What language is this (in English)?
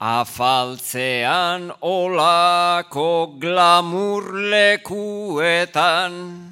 Basque